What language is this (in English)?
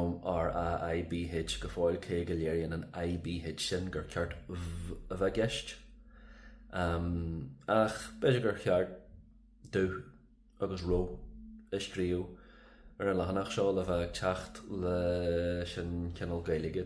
Irish